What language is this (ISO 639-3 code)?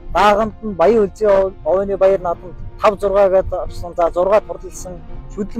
mon